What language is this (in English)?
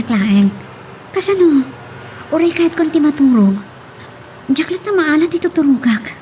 Iloko